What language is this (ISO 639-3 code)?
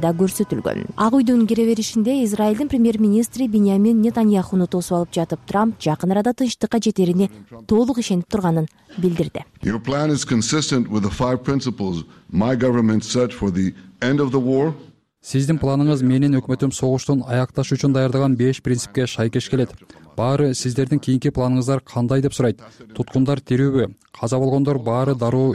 kir